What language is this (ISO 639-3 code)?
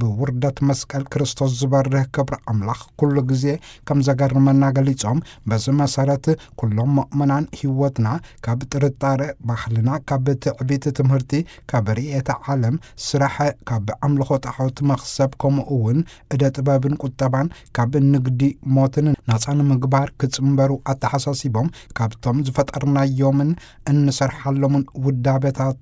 tir